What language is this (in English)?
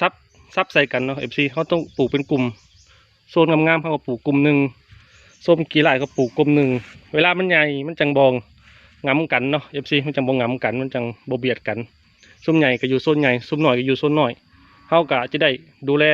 Northeastern Thai